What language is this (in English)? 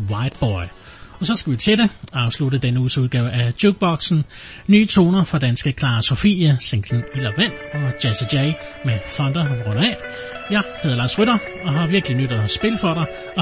Danish